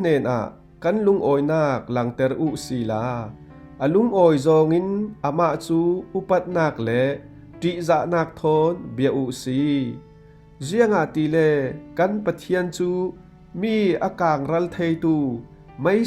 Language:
Falam Chin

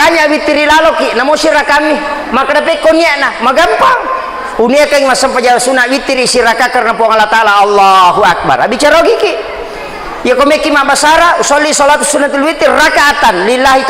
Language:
Buginese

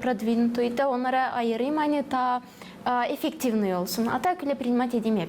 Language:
Gagauz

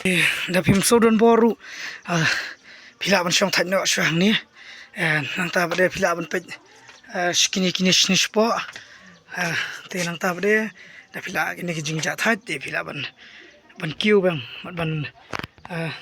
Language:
Khasi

